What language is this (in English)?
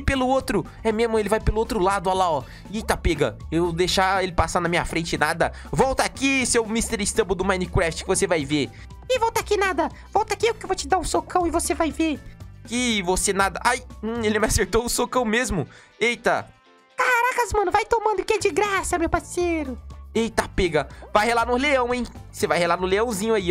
Portuguese